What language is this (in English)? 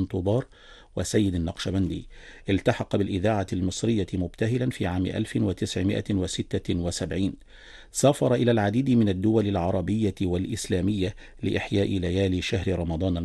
Arabic